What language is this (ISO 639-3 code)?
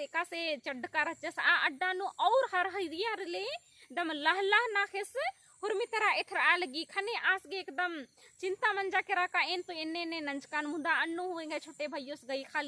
kru